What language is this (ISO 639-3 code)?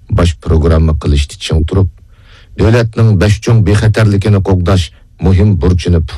uig